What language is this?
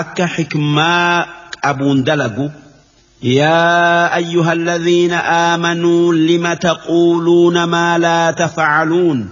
Oromo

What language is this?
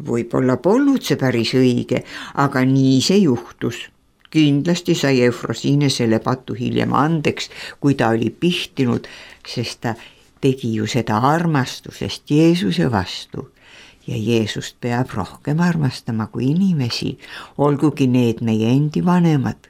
Estonian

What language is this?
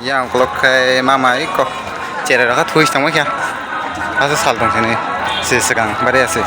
Kok Borok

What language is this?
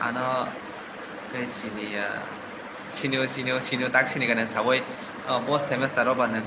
Kok Borok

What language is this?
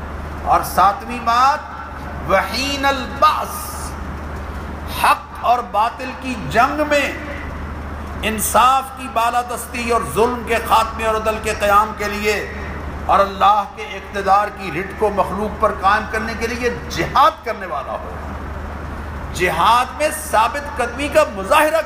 Urdu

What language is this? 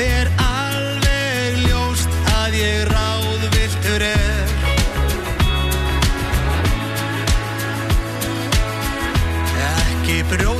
Icelandic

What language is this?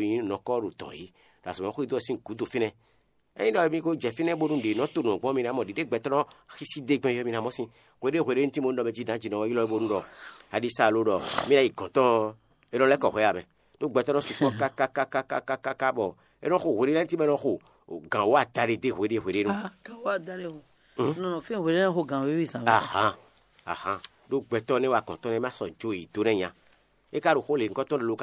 Fon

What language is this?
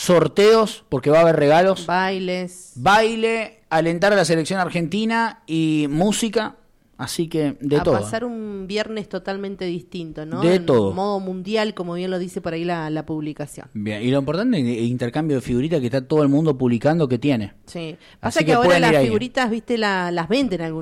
Spanish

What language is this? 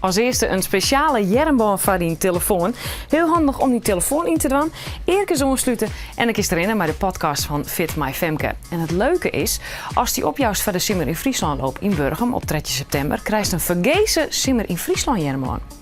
Western Frisian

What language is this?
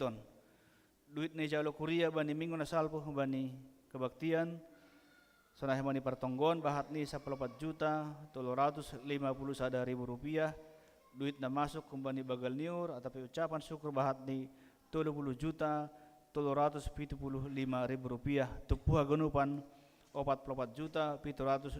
Batak Simalungun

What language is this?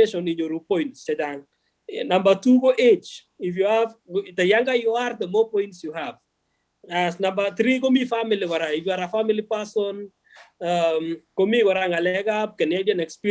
Kalenjin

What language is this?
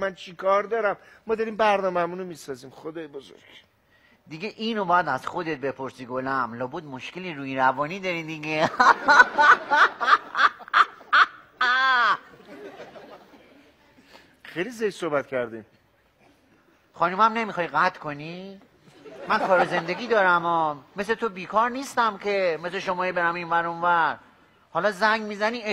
Persian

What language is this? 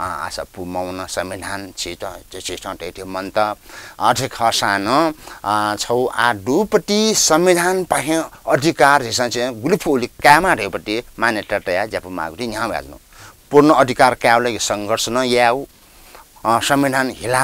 Newari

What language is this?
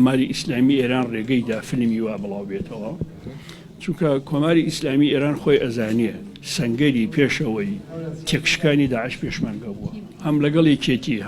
Central Kurdish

